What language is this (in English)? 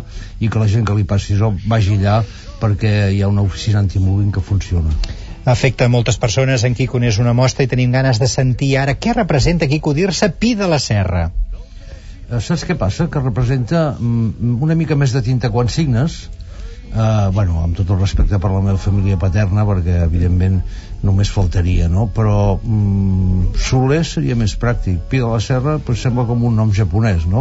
Catalan